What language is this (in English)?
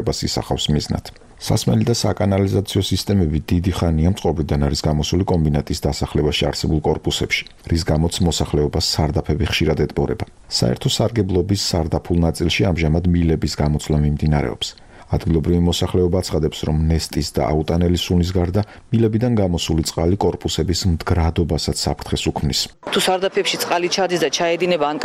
Georgian